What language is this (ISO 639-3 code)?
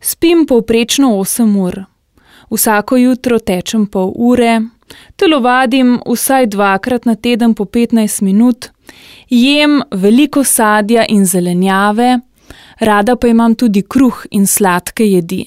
slv